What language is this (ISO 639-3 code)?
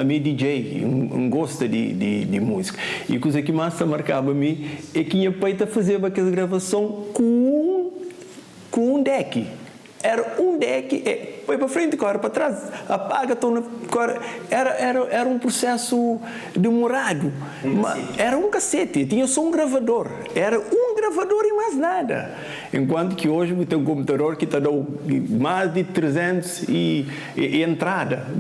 kea